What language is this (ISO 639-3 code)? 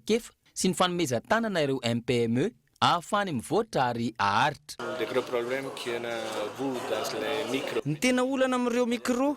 mlg